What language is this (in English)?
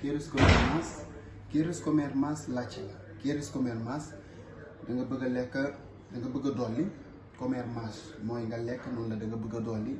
Wolof